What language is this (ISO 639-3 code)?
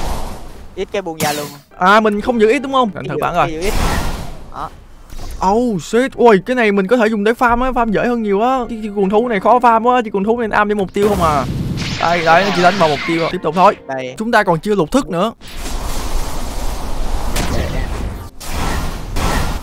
vie